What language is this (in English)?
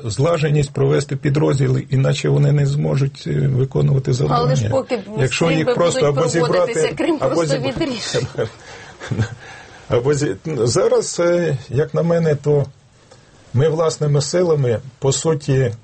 Ukrainian